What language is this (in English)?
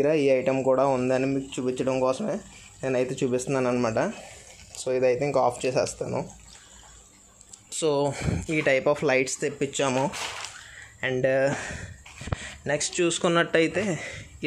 Telugu